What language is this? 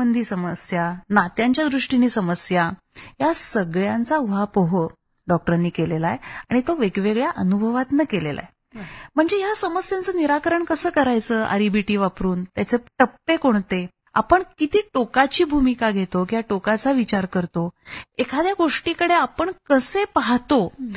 Marathi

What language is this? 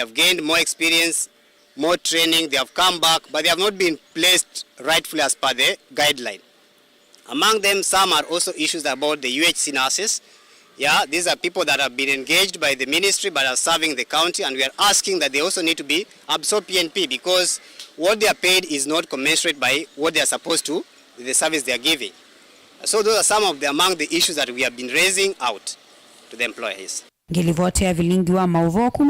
Kamba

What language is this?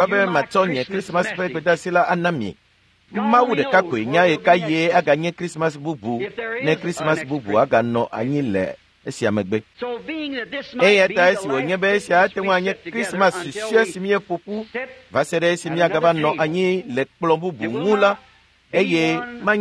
Ewe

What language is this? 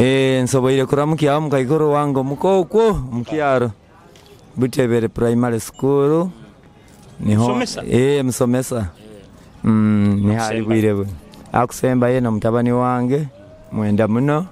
Nyoro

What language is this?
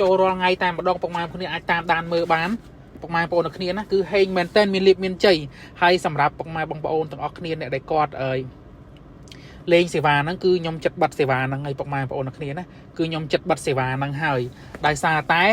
Khmer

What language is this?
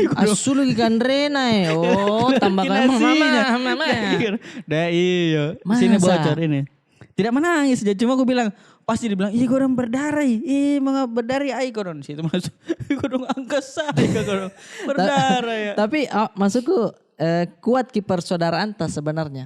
Makassar Malay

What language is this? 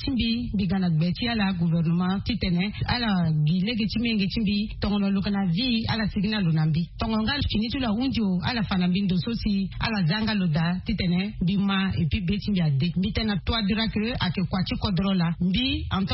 Sango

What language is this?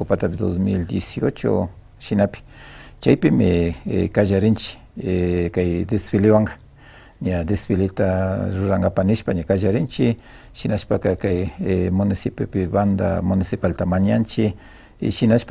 Imbabura Highland Quichua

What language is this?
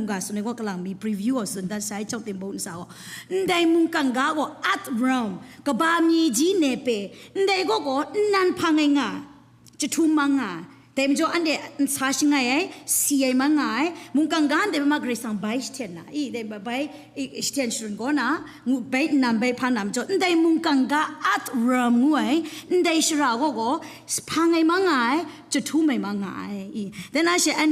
Kachin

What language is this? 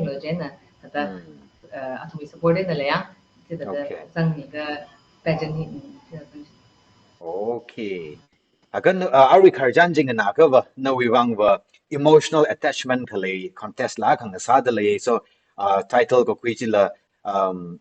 Tangkhul Naga (India)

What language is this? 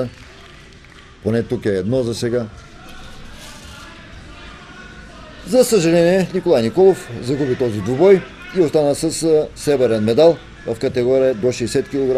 Bulgarian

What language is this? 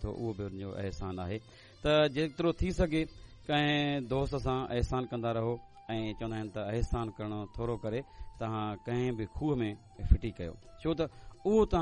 Sindhi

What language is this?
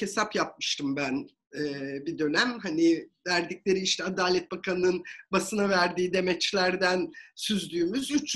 Turkish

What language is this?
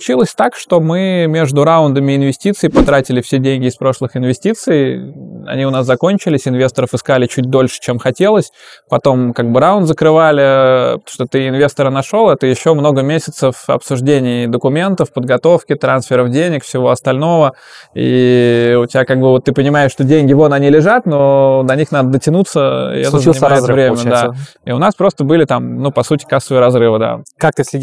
Russian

